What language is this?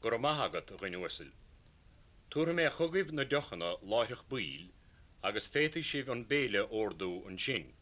Irish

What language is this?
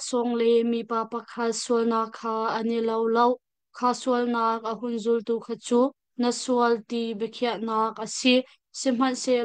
Hakha Chin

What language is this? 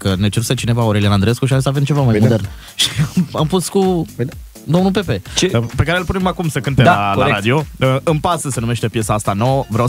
Romanian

